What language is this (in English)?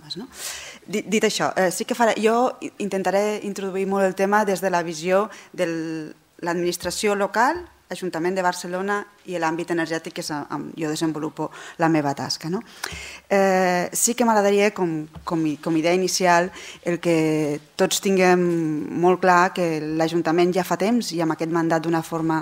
Catalan